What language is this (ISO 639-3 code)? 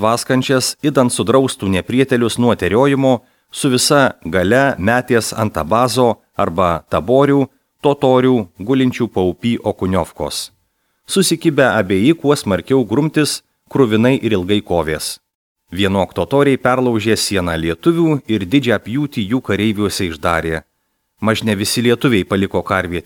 lit